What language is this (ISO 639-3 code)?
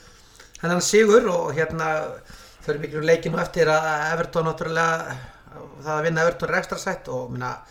isl